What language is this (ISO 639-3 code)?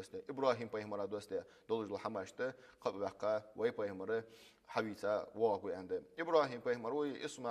inh